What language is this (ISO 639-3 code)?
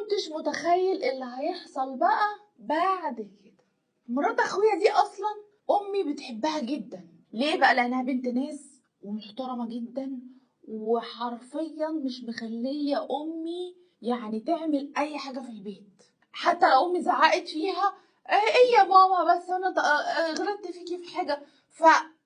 arz